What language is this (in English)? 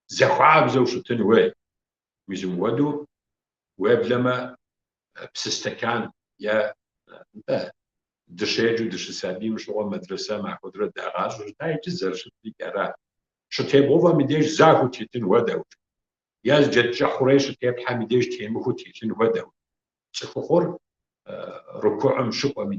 Kabardian